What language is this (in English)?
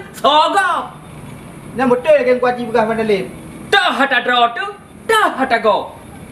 Achinese